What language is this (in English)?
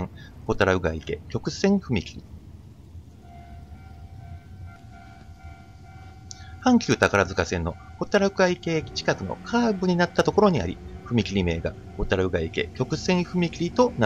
Japanese